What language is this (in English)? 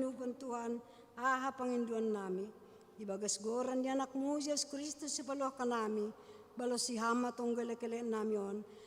Batak Simalungun